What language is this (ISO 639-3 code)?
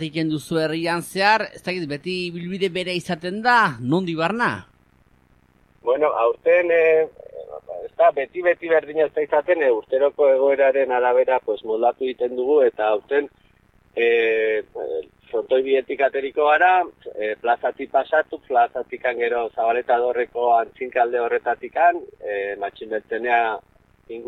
eus